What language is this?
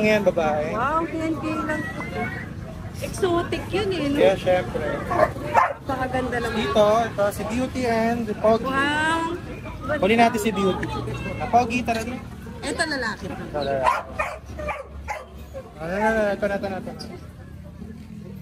Filipino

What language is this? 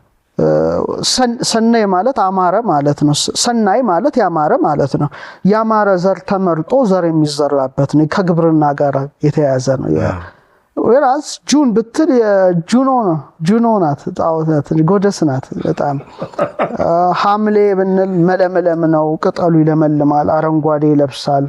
Amharic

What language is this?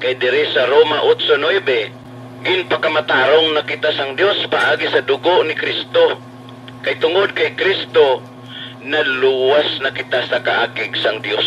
Hiligaynon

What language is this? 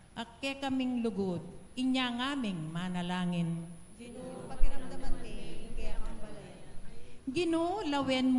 Pampanga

